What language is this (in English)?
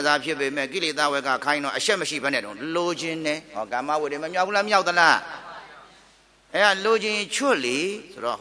Burmese